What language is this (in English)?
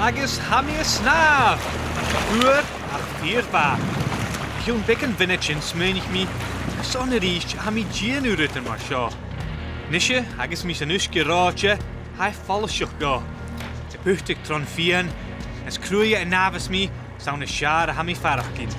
Scottish Gaelic